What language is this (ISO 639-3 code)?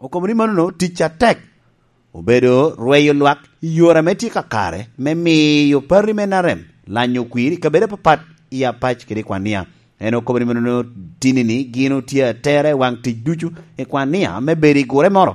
laj